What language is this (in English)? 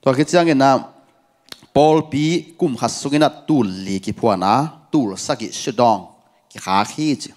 Tedim Chin